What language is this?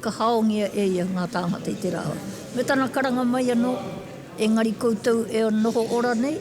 Māori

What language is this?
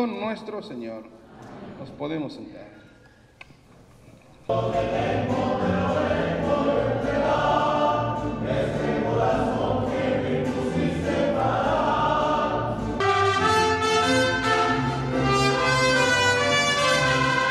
Spanish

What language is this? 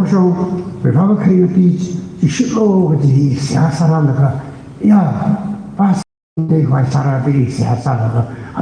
Tangkhul Naga (India)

